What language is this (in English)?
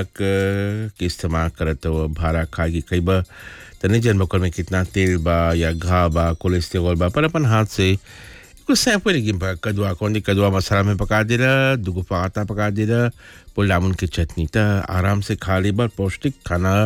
Bhojpuri